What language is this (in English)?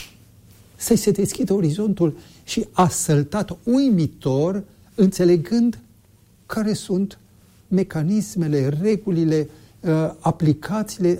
Romanian